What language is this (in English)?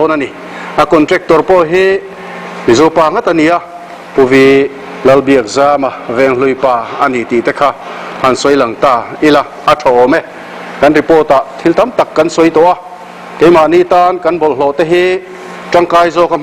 Mizo